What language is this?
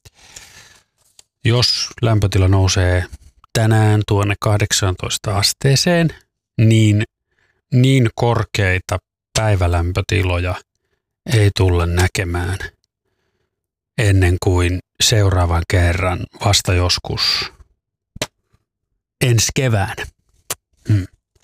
Finnish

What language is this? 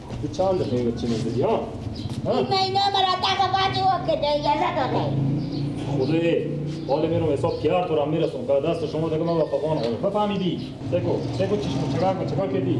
Persian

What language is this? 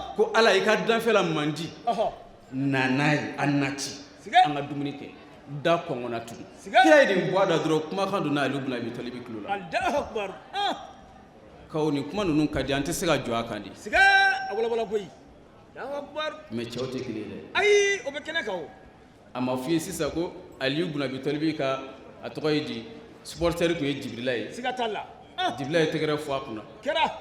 Bambara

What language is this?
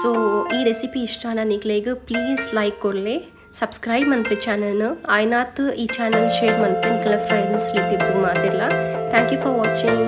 Tulu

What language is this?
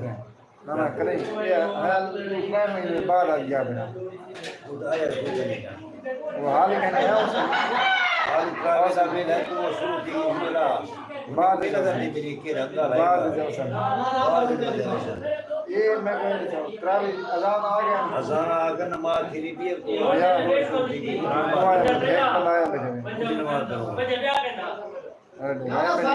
Saraiki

